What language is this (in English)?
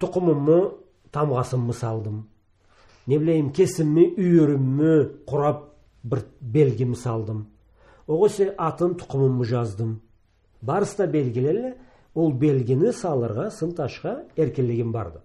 Karachay-Balkar